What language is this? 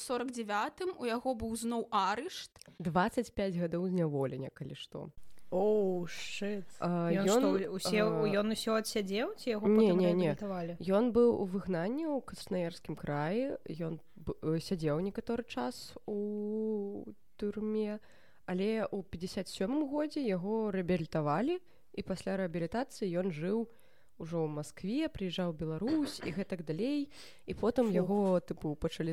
Belarusian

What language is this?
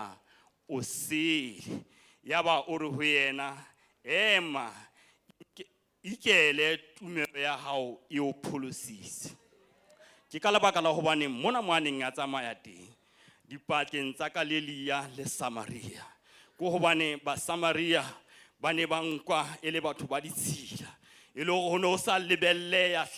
Southern Sotho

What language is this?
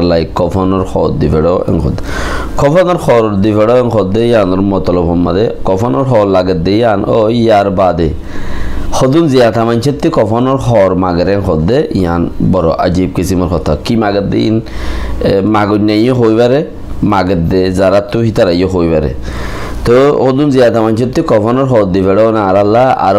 Rohingya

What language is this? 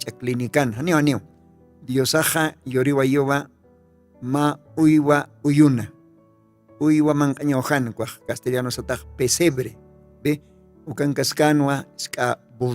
Aymara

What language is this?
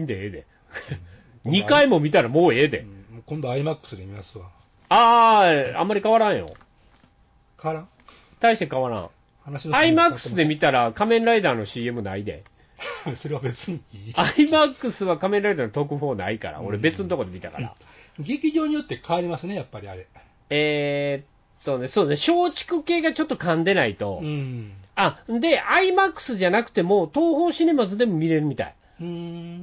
Japanese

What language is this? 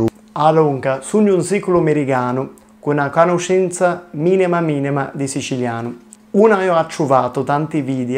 Sicilian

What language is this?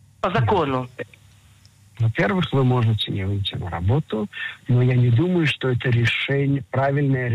Russian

